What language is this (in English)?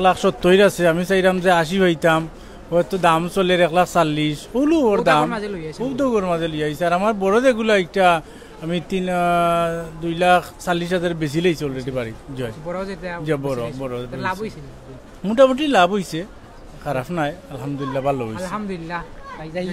Sylheti